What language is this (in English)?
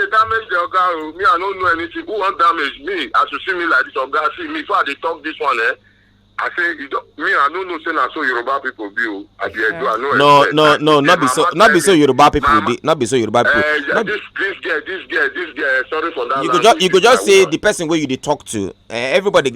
Nigerian Pidgin